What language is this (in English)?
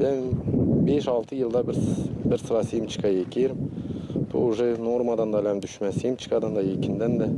Gagauz